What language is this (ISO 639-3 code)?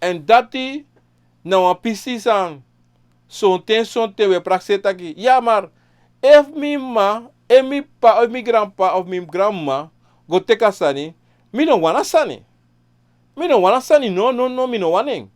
srn